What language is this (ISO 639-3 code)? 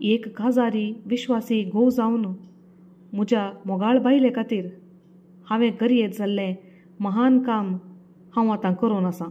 kok